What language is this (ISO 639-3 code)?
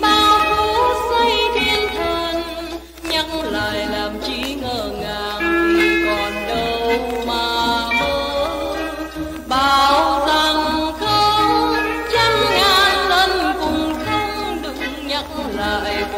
vie